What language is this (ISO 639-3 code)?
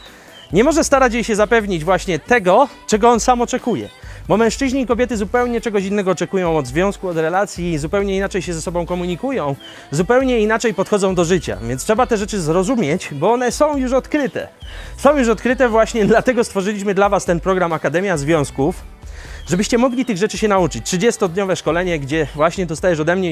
pol